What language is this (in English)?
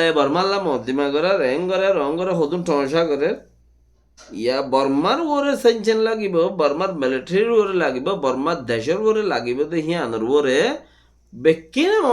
Rohingya